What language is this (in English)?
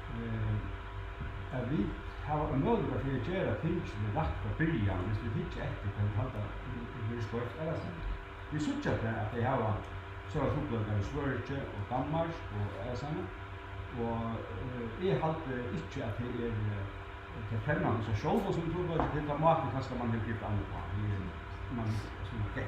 Faroese